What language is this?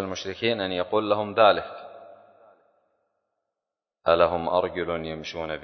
Arabic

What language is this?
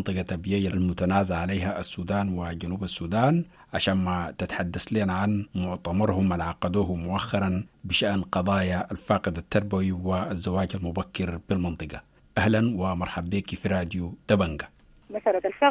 Sudanese Arabic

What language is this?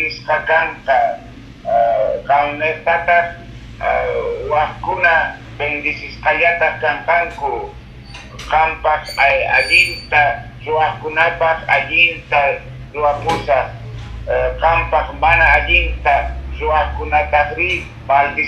Quechua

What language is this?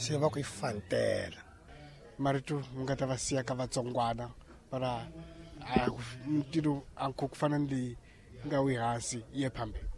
Tsonga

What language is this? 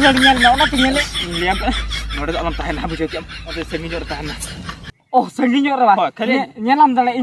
Santali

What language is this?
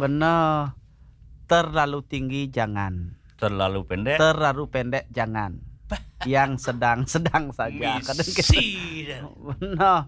Balinese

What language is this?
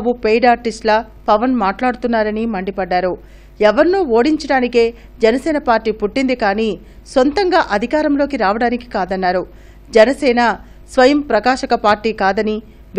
Telugu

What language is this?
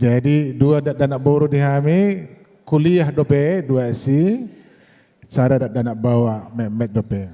Batak Toba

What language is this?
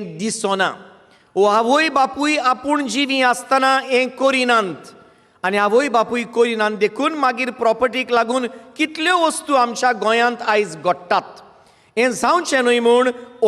Konkani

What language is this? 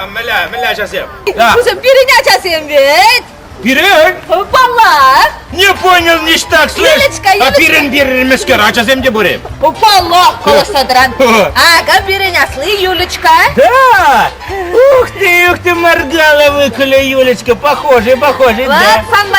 Chuvash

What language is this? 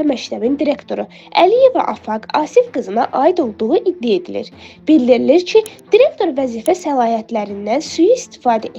Azerbaijani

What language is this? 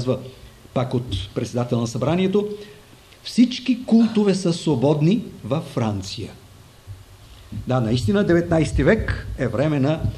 Bulgarian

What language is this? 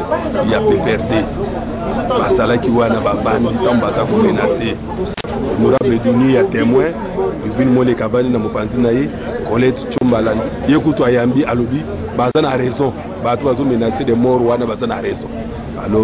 Lingala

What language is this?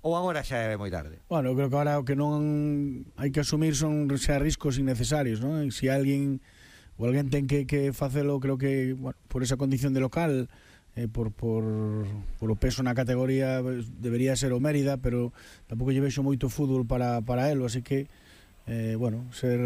Galician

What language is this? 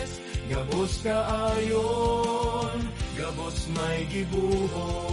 Bikol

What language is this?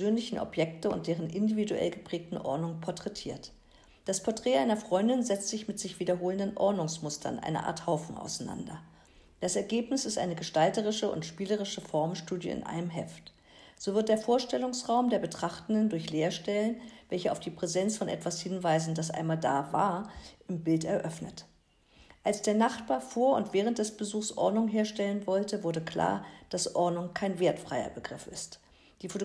German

